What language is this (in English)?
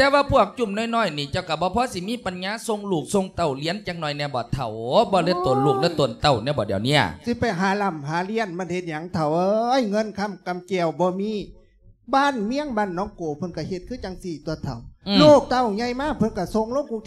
Lao